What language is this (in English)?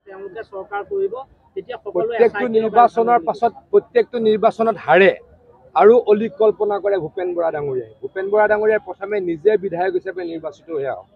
Assamese